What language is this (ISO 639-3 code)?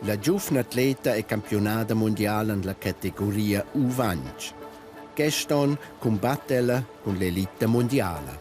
roh